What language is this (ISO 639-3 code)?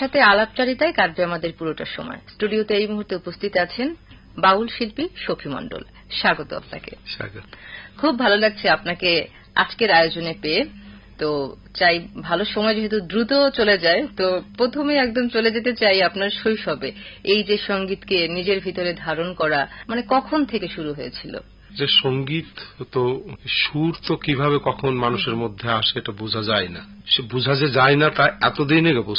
ben